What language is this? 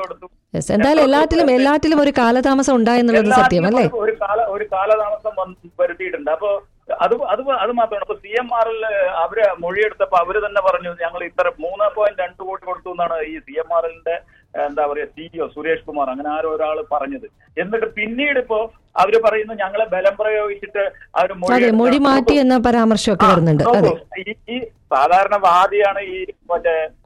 Malayalam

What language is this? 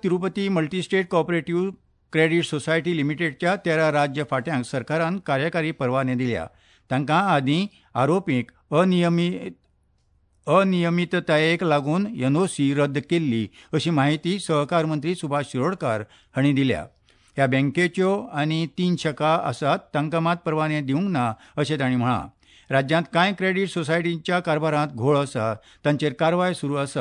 Konkani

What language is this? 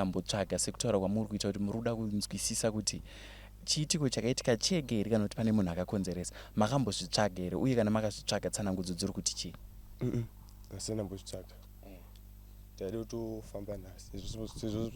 Shona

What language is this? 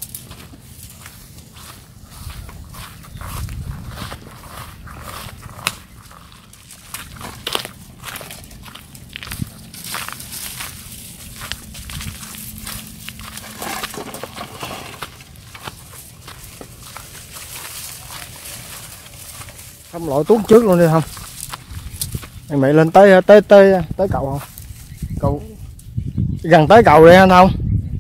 Vietnamese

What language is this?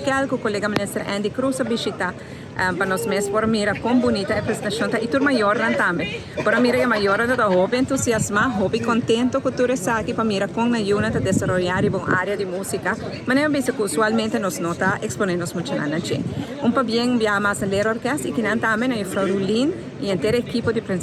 Papiamento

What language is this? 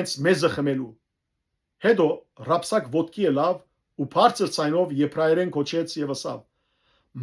Western Armenian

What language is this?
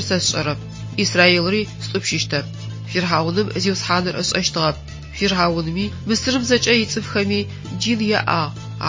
Adyghe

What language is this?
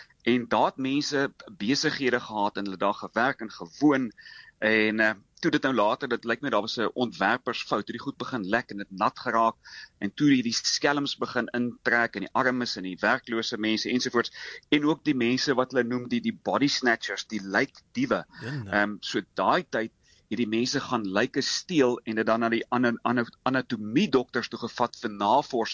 Afrikaans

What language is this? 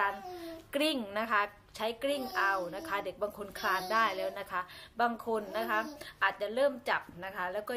Thai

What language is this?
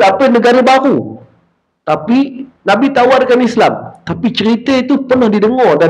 Malay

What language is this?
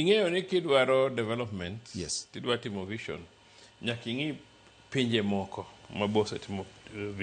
Luo (Kenya and Tanzania)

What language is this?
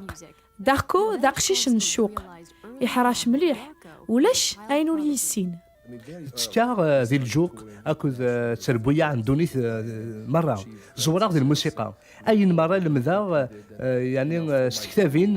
Kabyle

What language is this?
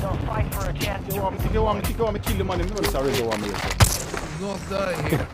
Jamaican Creole English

